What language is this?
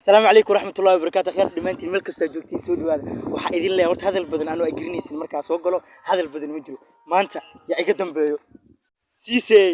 Somali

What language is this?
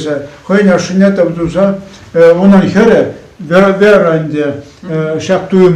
Chuvash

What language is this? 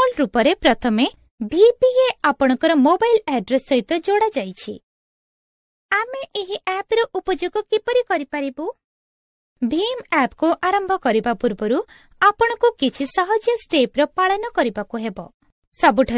Odia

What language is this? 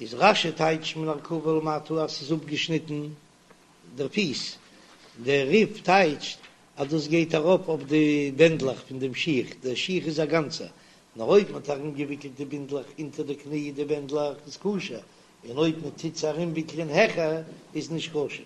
Yiddish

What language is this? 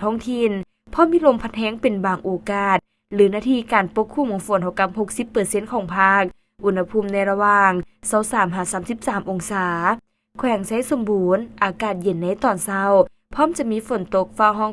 Lao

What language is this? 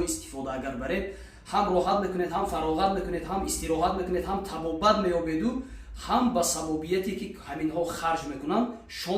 Tajik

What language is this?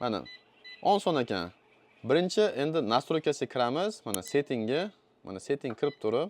Uzbek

